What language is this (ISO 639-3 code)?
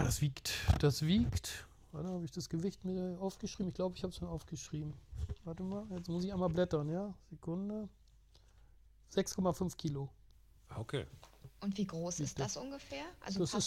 deu